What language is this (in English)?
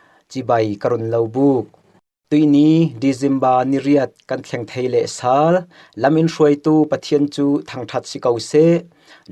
Falam Chin